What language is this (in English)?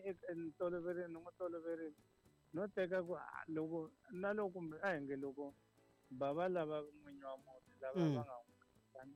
Tsonga